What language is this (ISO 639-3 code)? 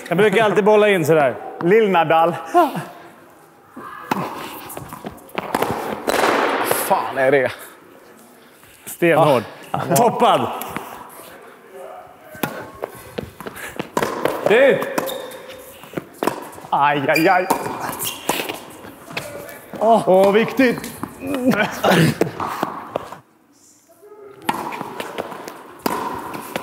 swe